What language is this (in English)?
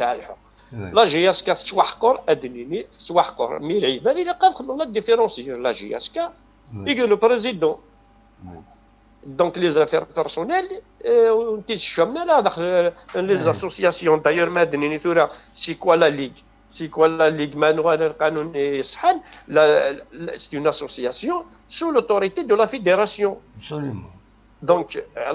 Kabyle